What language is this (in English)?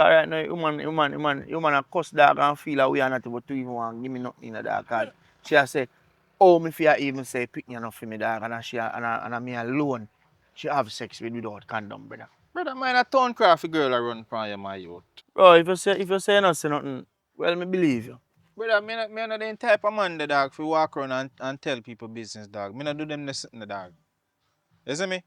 Jamaican Creole English